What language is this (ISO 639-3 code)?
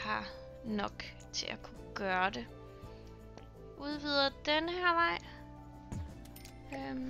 dan